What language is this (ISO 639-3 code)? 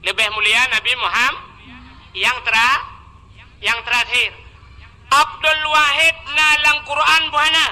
ace